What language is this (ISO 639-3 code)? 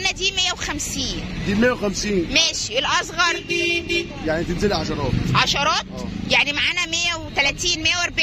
arz